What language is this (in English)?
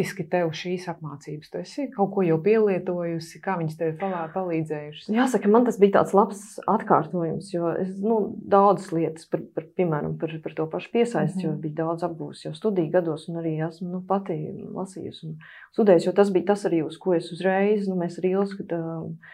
Latvian